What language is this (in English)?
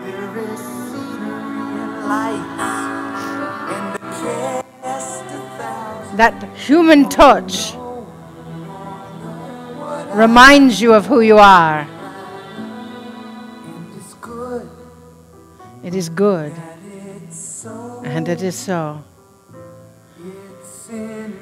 English